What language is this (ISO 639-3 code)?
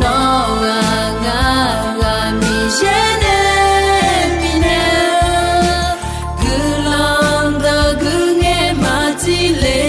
ahk